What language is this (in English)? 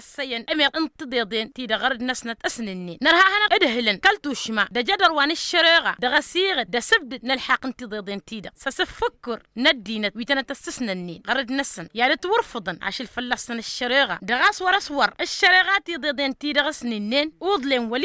Tamasheq